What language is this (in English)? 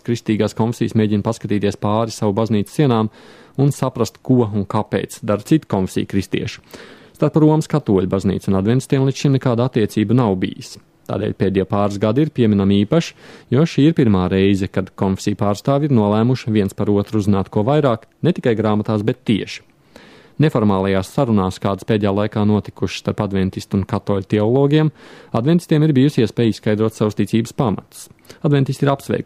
Latvian